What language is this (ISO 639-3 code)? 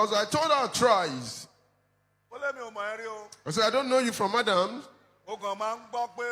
yor